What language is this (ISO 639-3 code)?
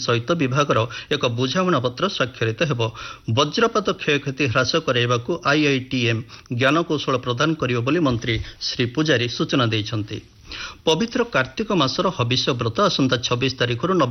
ori